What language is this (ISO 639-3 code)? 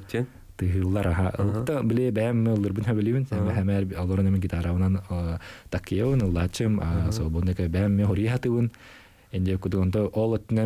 sah